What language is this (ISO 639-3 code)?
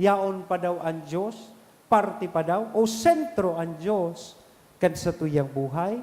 bik